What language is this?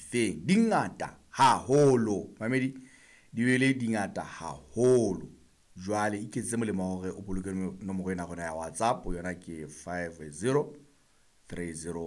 Southern Sotho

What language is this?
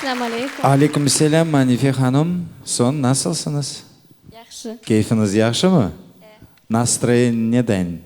Crimean Tatar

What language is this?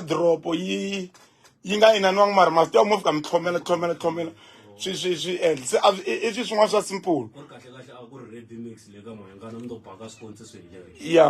Tsonga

